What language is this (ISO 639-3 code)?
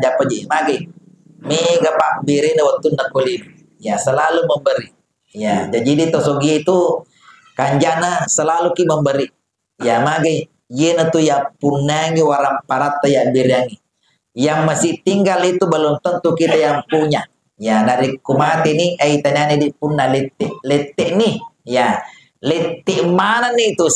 bug